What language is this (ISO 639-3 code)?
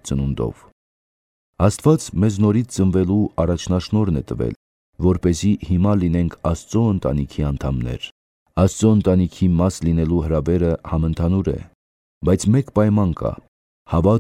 hye